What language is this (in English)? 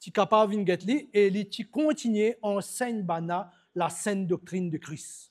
Morisyen